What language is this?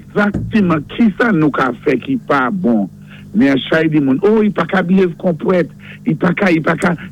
Saint Lucian Creole French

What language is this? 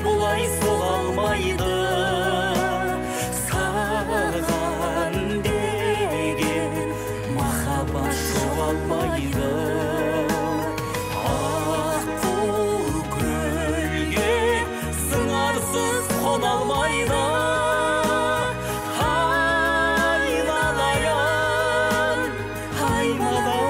Kazakh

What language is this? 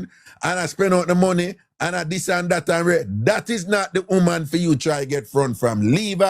Jamaican Creole English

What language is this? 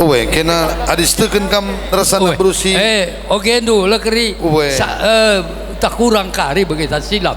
Batak Karo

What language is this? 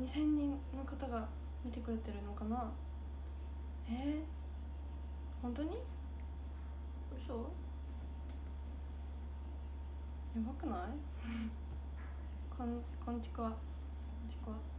Japanese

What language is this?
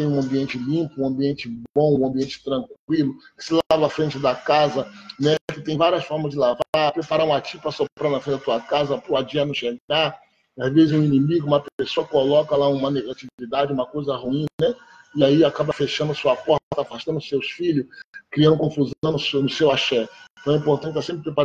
Portuguese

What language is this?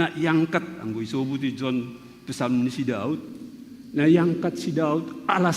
Batak Simalungun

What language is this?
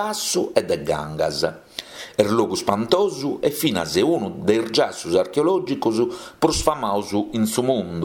Sardinian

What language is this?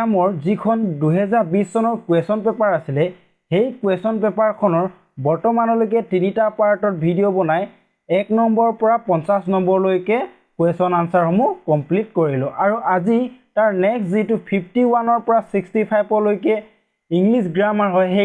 Assamese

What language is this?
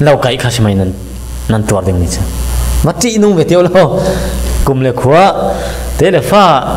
Falam Chin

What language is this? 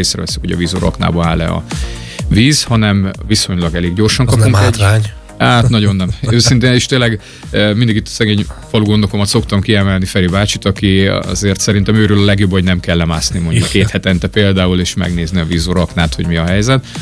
Hungarian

